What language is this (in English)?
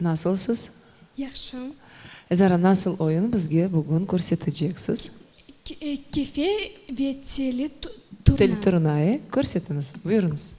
Crimean Tatar